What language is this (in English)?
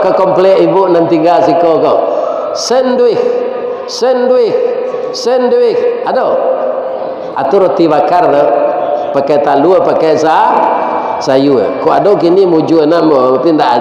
Minangkabau